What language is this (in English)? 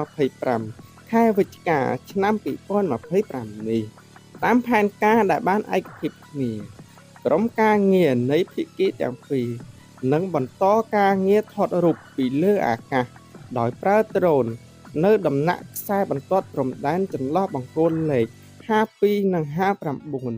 Khmer